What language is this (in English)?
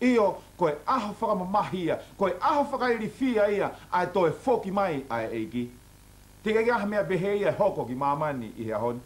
Tongan